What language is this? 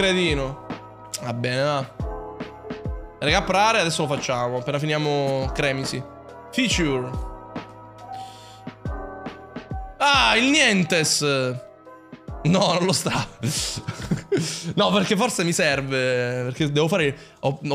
Italian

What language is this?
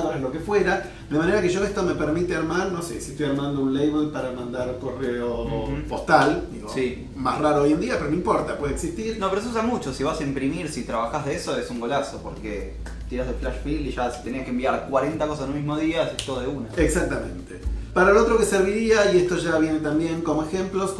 Spanish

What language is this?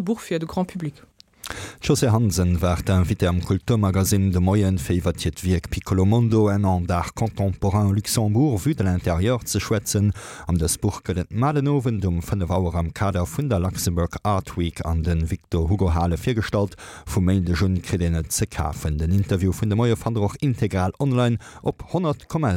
Luxembourgish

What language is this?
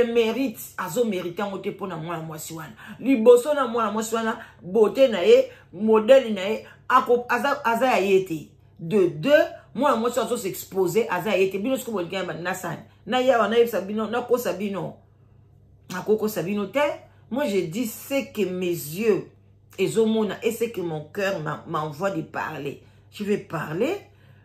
Lingala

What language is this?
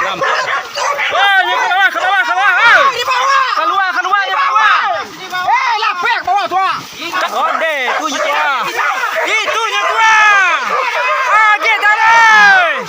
Minangkabau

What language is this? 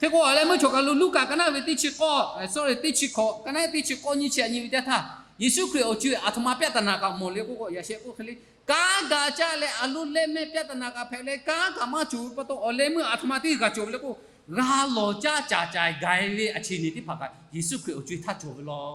Lahu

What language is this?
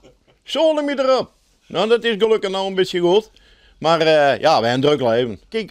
Western Frisian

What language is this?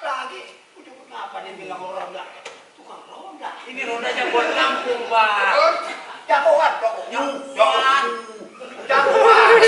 Betawi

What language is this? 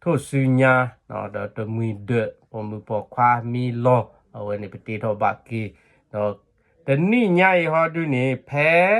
S'gaw Karen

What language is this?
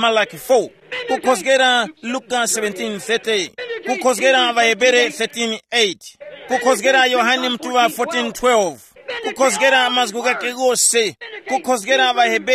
Tumbuka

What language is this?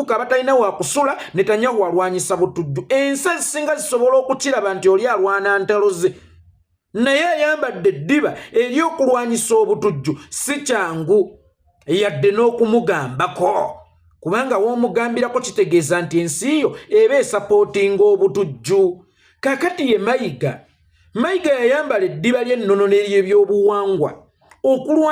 Ganda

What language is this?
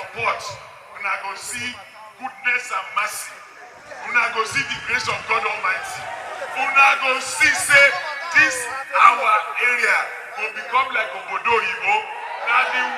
Nigerian Pidgin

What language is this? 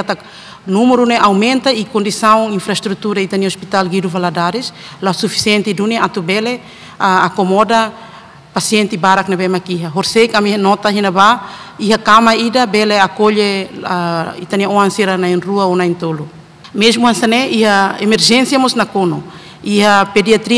Tetum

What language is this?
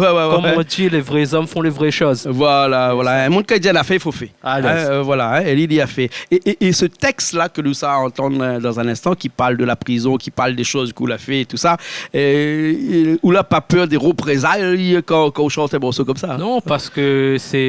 Réunion Creole French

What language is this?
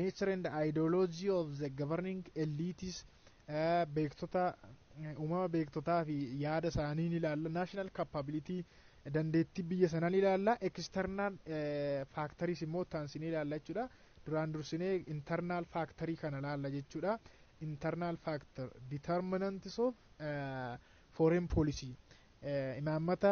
Oromo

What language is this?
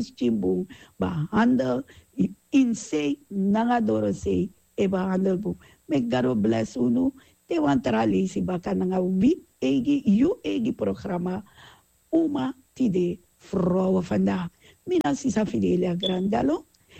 Sranan Tongo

